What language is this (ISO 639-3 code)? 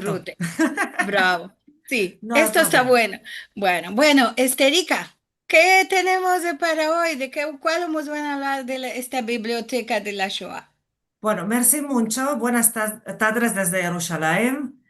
lad